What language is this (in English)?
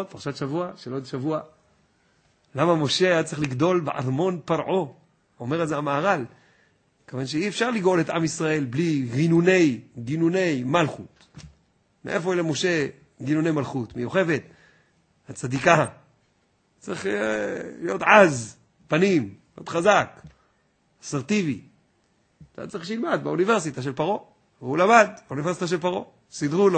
Hebrew